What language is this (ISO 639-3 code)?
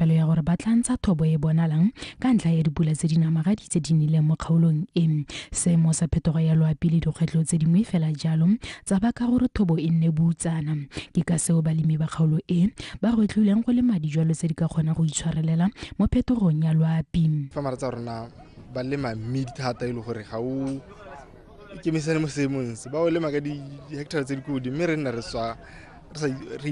tsn